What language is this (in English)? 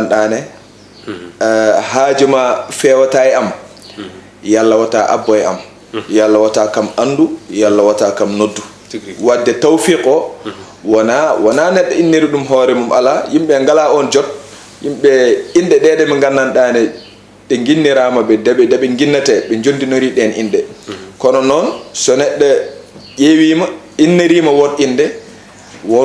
Fula